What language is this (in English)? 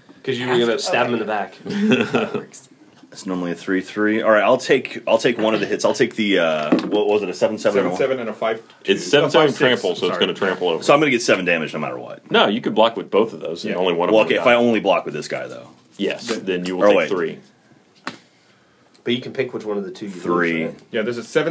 English